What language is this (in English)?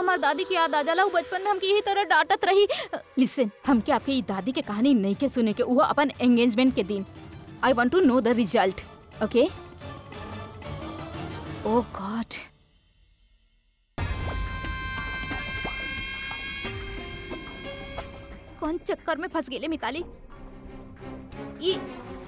Bhojpuri